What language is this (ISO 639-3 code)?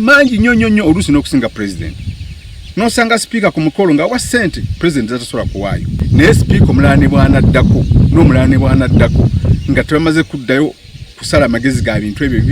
lug